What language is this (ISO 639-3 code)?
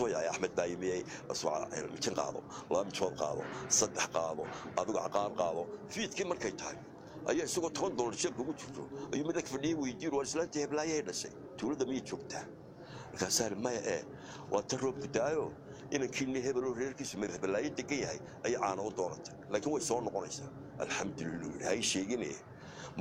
som